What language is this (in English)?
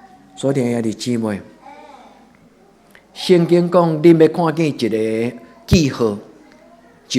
Min Nan Chinese